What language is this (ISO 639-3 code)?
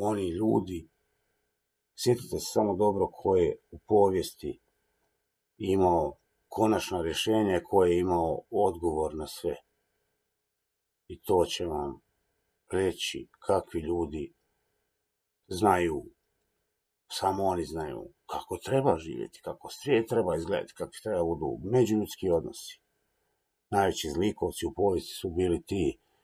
hrv